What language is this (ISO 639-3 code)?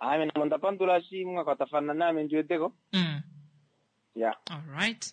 kua